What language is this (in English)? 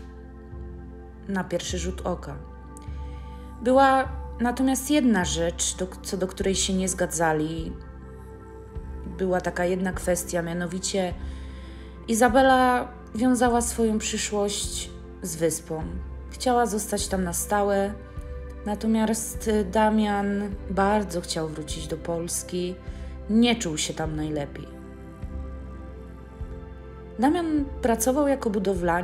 Polish